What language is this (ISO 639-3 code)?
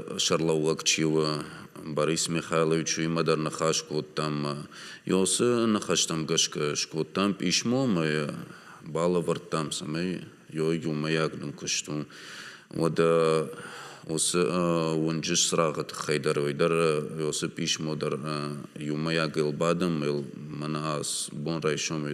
oss